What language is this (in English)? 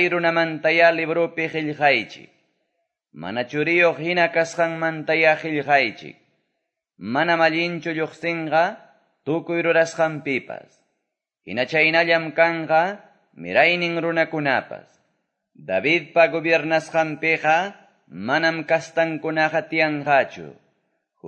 Quechua